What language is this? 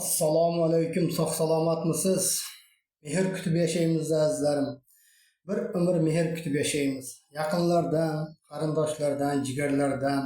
Uzbek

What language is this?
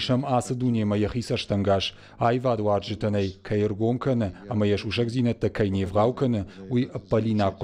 Ossetic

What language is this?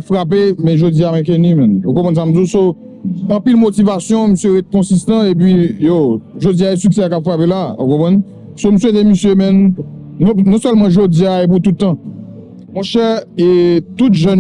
Haitian Creole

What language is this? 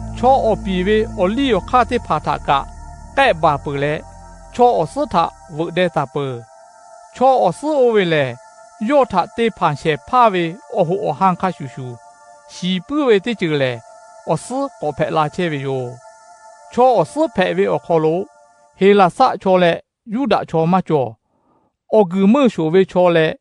Lahu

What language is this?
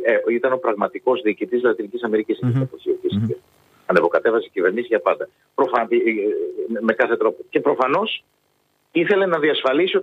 Greek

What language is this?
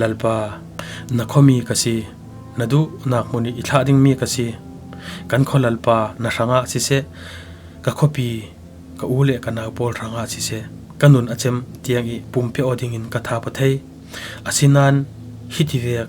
Falam Chin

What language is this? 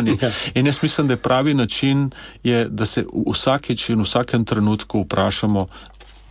Slovenian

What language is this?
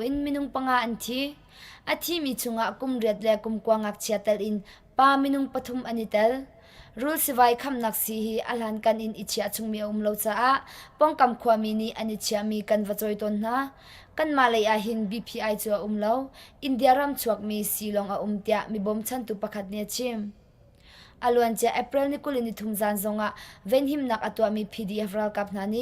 Hakha Chin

